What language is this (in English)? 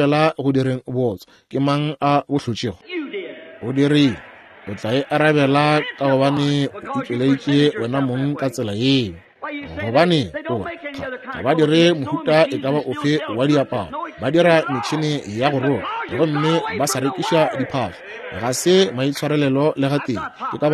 Northern Sotho